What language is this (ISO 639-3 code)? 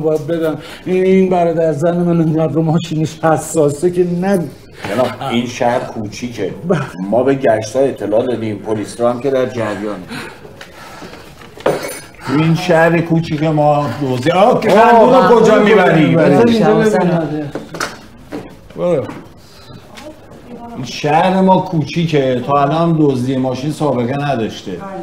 fas